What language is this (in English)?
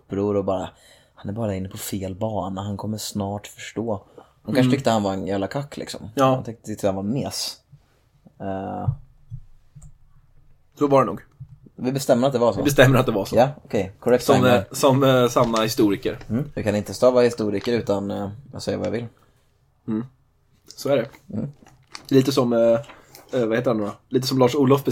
Swedish